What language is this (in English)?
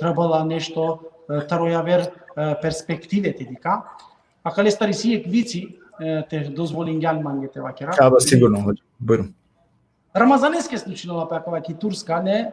Balkan Romani